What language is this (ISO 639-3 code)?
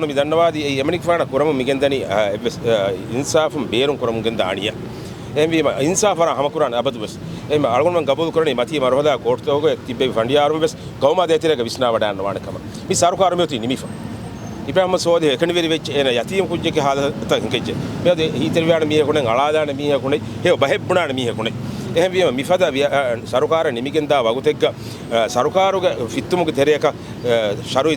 div